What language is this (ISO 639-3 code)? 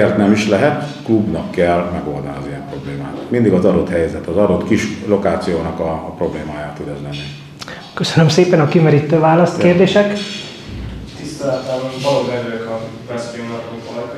hun